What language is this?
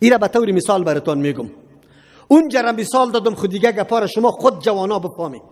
Persian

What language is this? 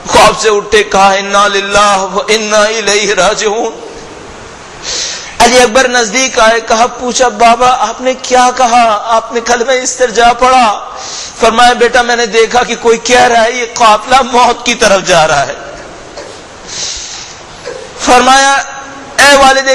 Urdu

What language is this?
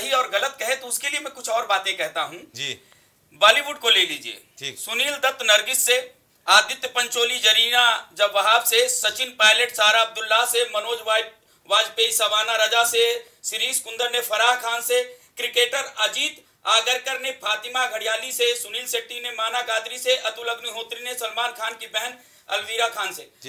Hindi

